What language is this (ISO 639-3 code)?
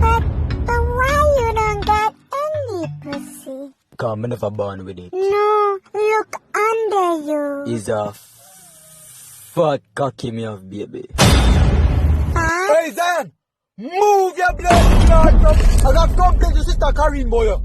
jam